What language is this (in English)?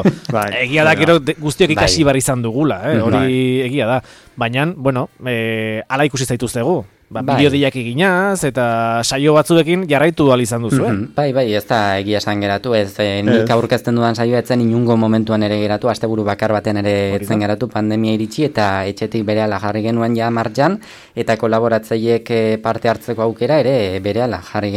Basque